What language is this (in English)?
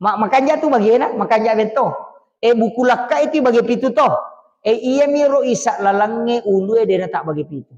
Buginese